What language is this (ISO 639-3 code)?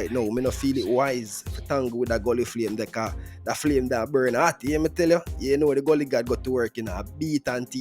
jam